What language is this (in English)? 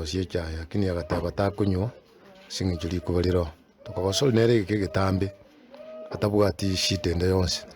Gusii